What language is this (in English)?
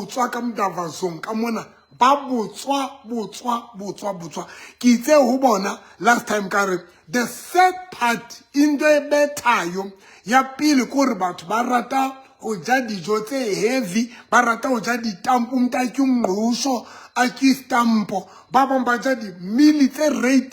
Southern Sotho